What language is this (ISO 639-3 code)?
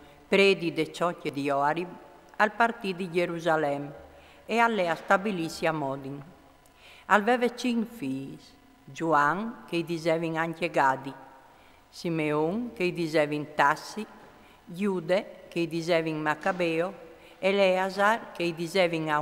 fur